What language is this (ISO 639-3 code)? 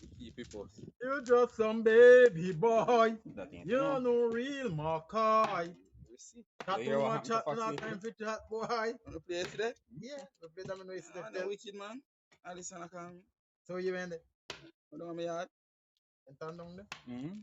jam